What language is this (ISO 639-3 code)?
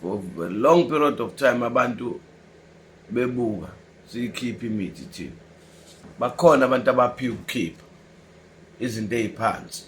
zul